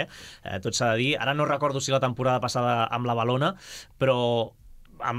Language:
Catalan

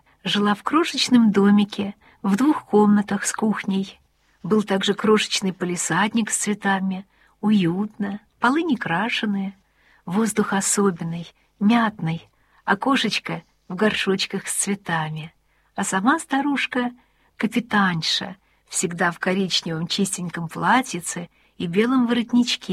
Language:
Russian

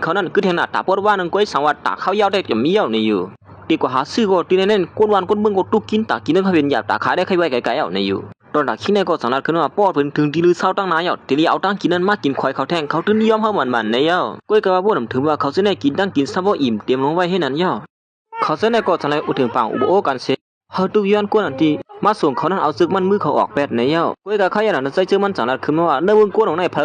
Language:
Shan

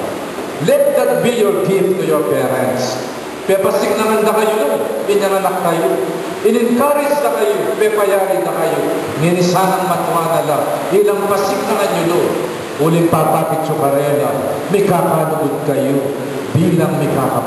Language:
Pampanga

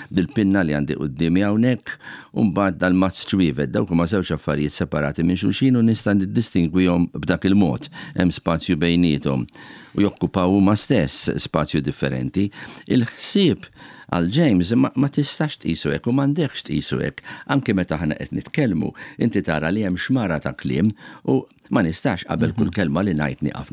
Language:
Maltese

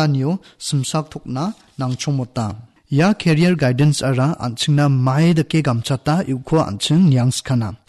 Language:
Garo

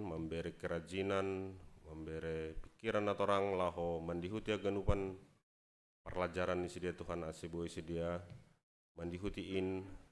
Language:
Batak Simalungun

